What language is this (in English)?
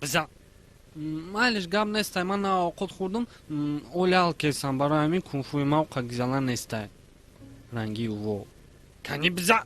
Tajik